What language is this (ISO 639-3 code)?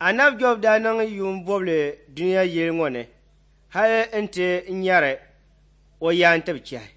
dag